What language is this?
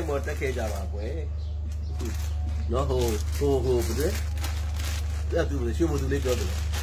Burmese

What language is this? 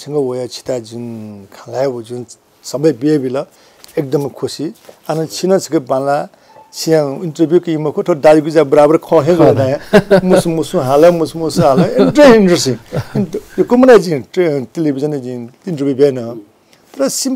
Newari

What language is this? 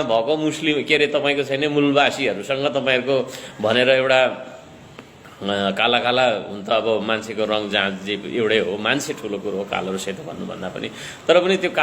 Nepali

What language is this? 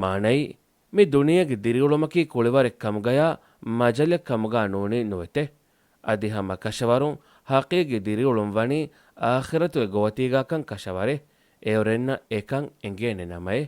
Divehi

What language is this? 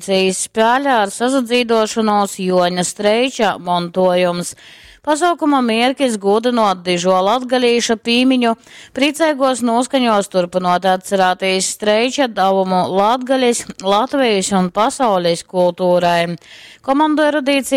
Latgalian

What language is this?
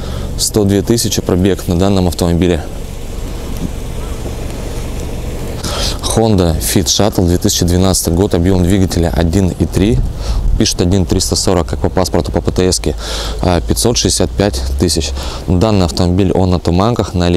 Russian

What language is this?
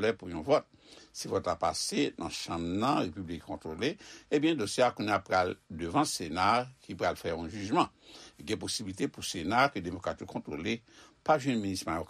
Haitian Creole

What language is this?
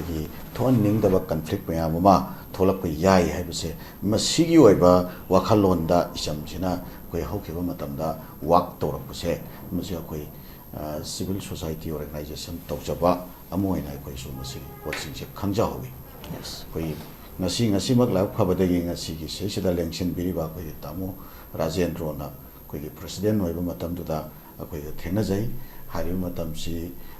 Manipuri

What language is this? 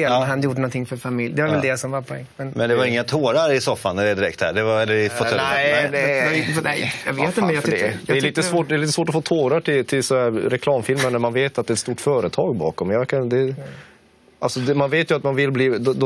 Swedish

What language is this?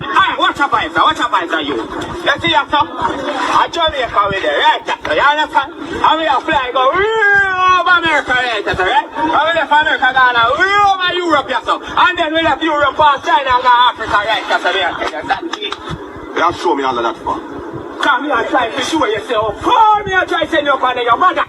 Jamaican Creole English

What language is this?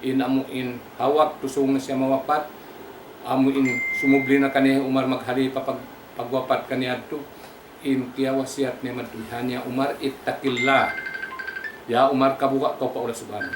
Tausug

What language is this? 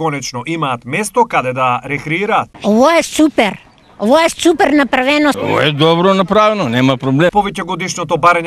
Macedonian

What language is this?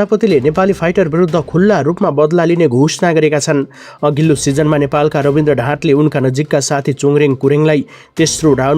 Nepali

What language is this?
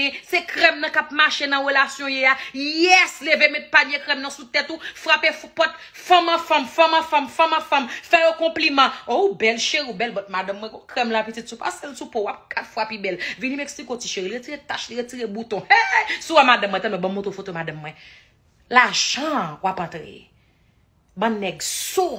Haitian Creole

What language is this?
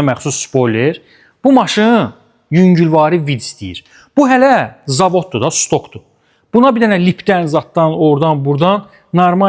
Azerbaijani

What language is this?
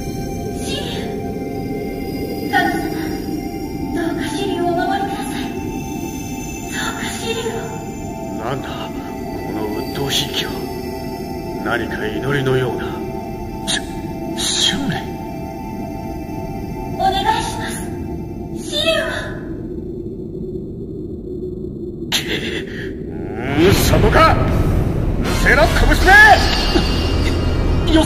Japanese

